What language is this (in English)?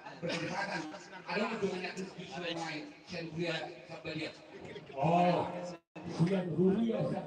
Batak Toba